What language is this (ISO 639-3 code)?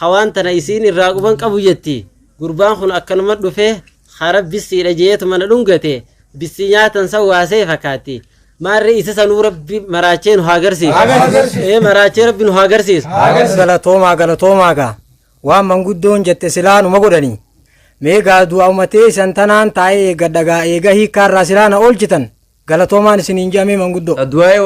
orm